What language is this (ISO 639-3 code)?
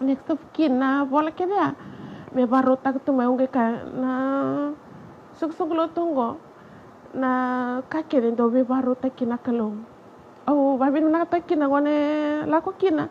fij